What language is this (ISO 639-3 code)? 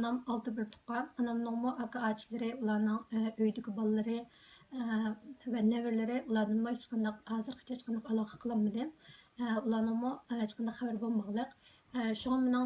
uig